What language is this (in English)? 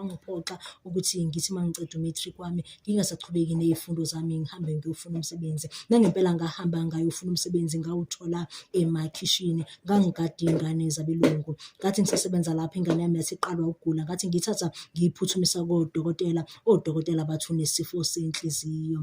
Zulu